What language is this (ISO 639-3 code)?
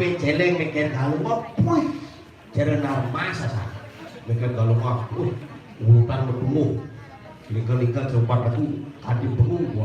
ban